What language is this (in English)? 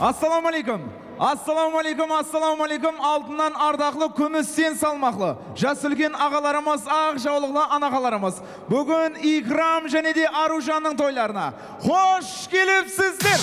Kara-Kalpak